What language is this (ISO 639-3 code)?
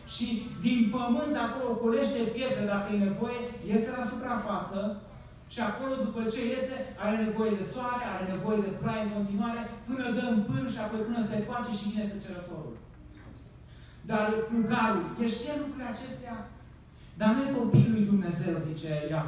ron